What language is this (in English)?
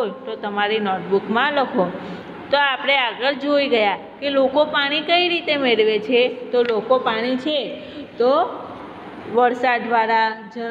Gujarati